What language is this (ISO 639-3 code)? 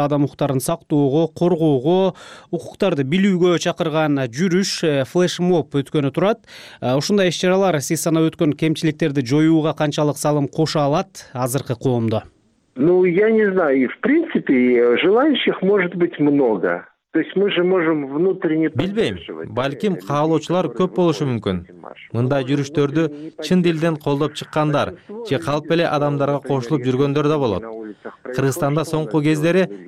kir